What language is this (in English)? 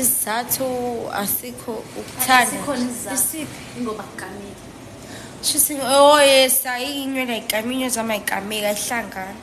Zulu